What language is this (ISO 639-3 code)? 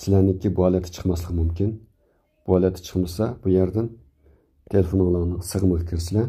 uig